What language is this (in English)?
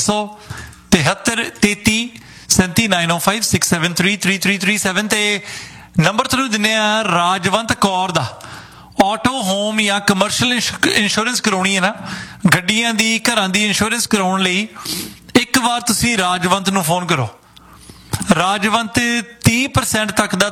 Punjabi